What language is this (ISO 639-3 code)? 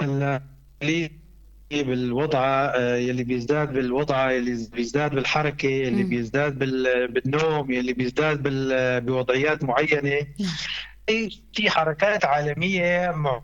apc